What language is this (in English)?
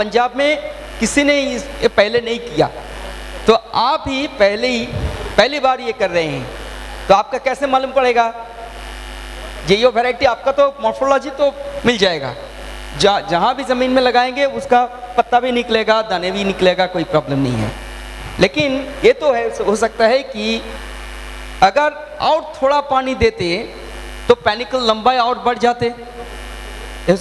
Hindi